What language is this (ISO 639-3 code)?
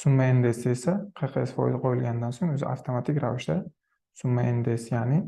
uzb